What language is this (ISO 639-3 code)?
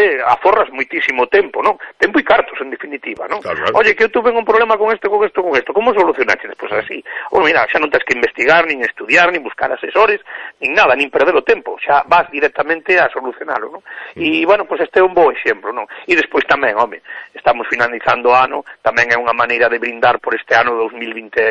glg